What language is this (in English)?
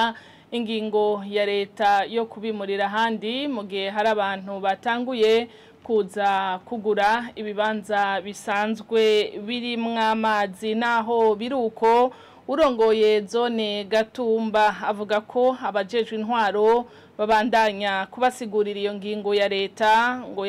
Rundi